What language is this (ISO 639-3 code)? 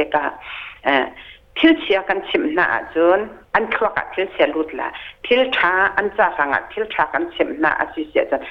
cnh